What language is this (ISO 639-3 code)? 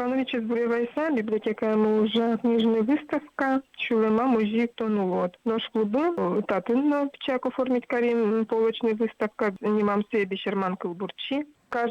udm